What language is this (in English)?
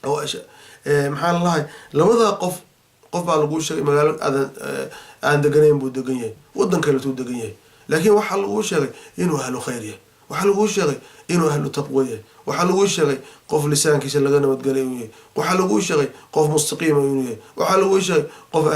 Somali